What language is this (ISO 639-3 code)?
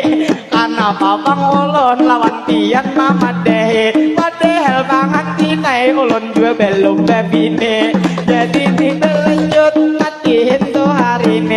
bjn